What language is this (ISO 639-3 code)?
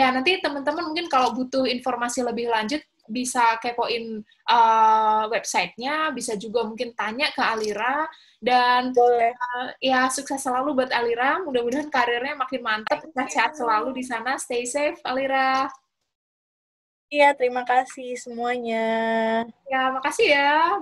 ind